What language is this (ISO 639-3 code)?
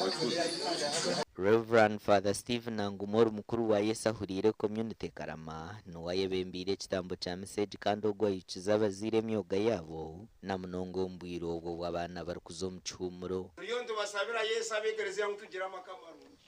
nyn